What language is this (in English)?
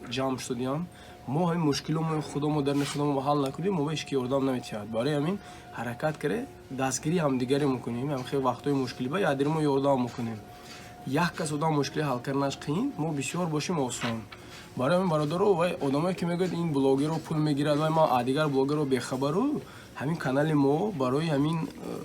Tajik